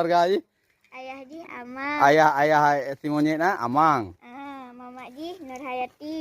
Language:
Achinese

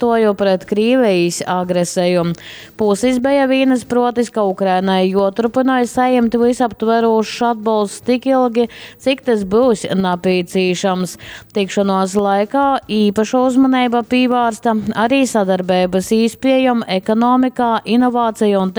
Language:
Latgalian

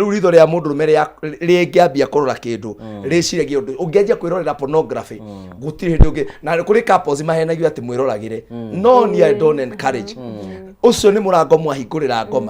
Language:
Kikuyu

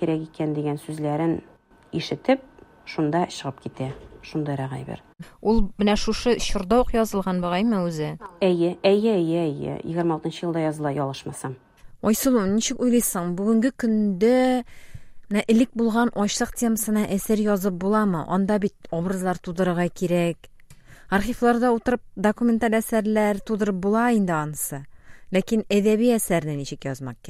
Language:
Tatar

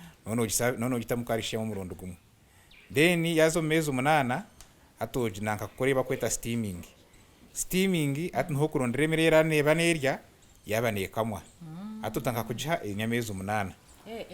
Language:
Nyankole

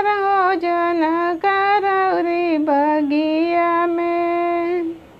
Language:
Bhojpuri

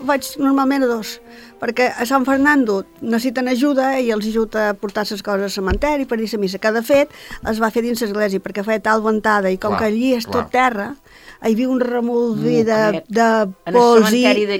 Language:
Catalan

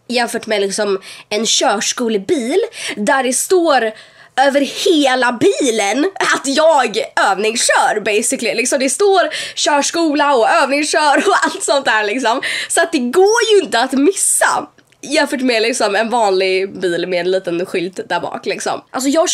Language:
Swedish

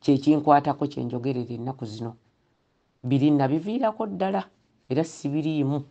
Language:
Ganda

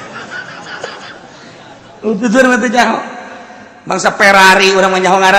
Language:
Sundanese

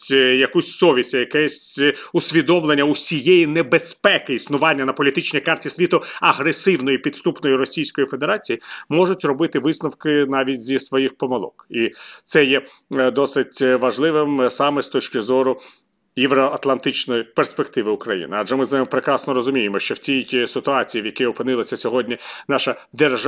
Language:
Ukrainian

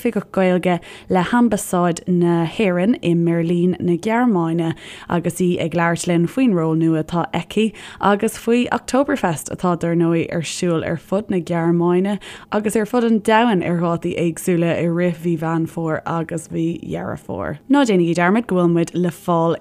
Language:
Irish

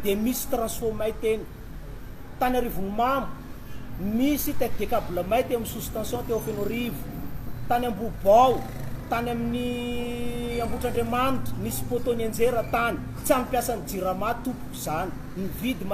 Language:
Malagasy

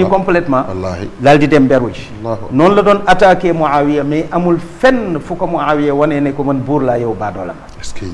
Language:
Wolof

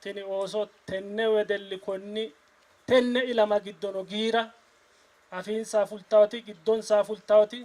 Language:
Sidamo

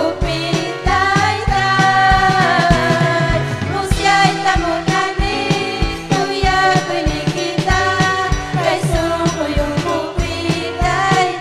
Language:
Ayacucho Quechua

